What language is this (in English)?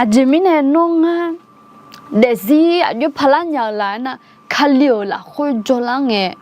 Akha